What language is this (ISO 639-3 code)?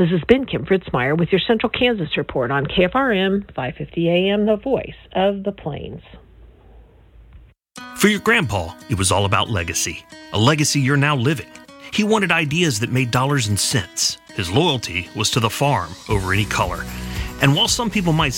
eng